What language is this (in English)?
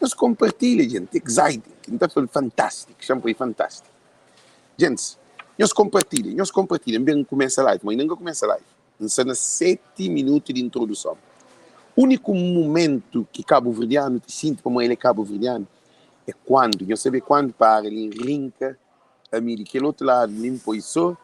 Kabuverdianu